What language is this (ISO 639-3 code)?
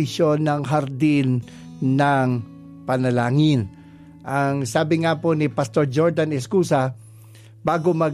fil